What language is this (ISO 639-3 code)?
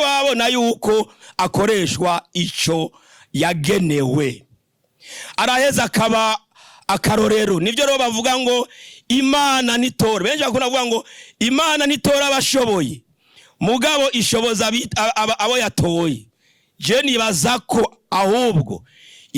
run